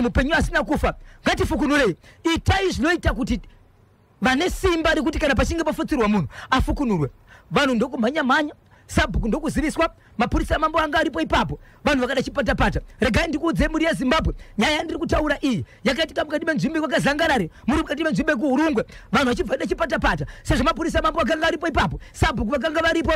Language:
Shona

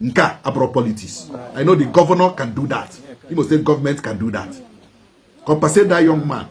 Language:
Igbo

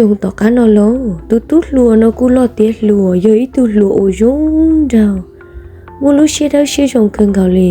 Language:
Hmong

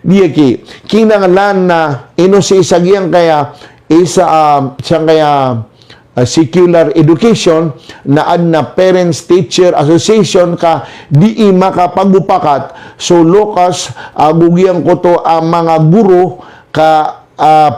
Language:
Maranao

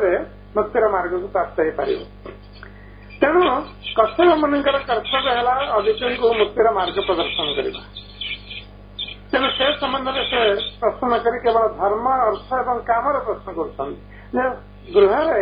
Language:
Odia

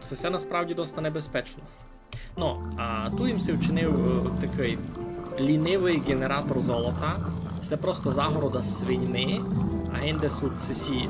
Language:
Rusyn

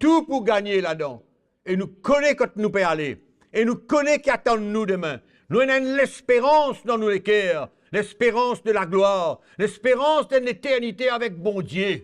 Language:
Morisyen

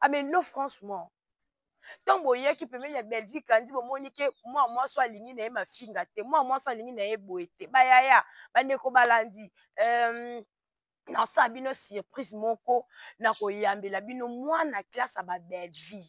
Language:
Lingala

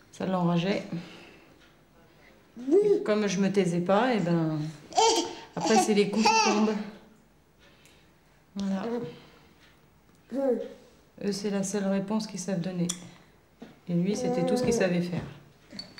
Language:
French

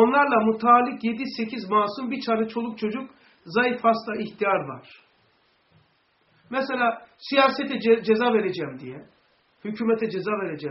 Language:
Turkish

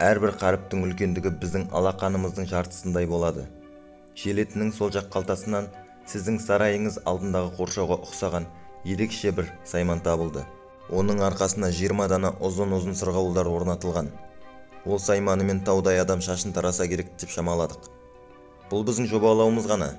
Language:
Kazakh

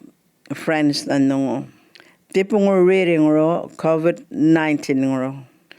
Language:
Djambarrpuyngu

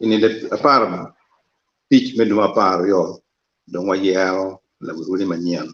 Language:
Acoli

